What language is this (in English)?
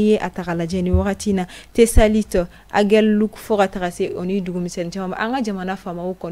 Bambara